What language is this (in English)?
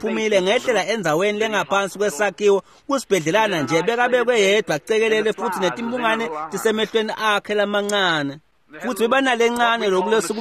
Swati